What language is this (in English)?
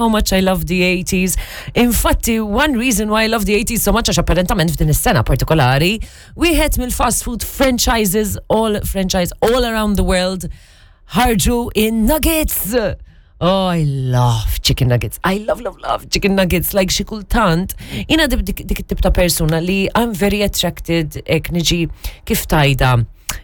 Maltese